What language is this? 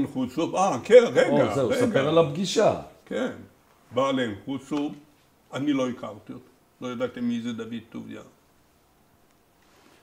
Hebrew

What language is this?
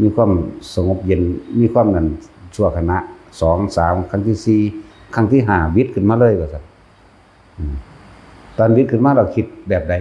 Northeastern Thai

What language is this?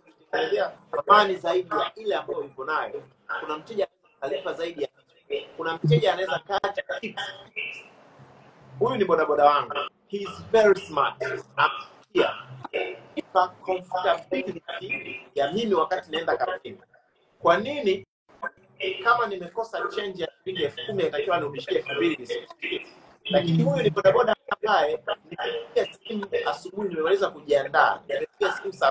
Swahili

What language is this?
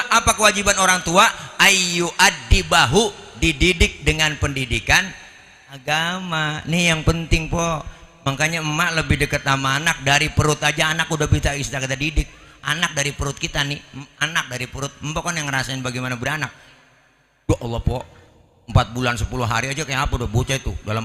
Betawi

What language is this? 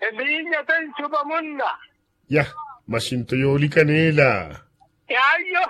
Makhuwa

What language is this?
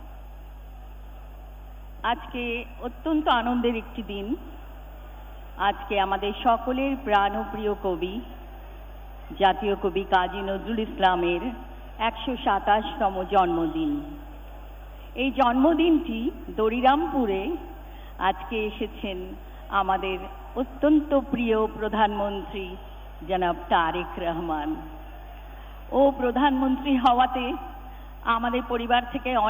Bangla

